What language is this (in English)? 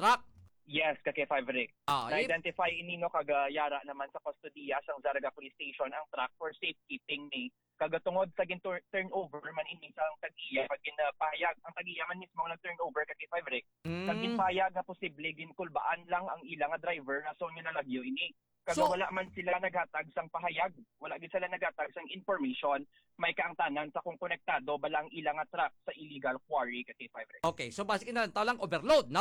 Hiligaynon